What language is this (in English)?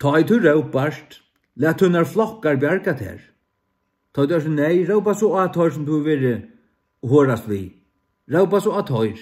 Faroese